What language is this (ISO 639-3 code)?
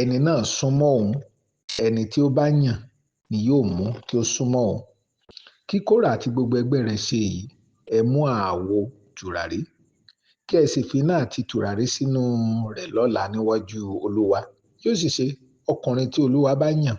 yor